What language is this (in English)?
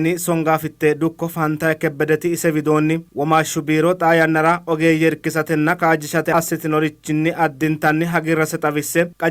Sidamo